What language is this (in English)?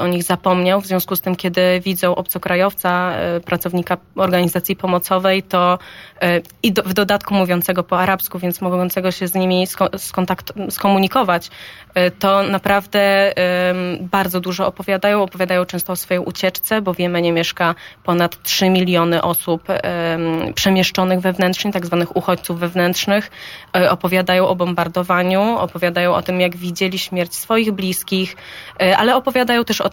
Polish